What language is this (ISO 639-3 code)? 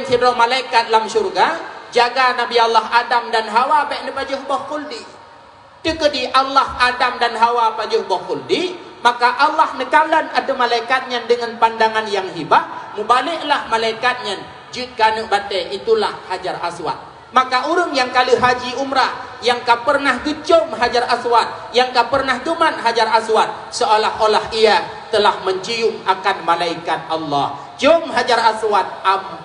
ace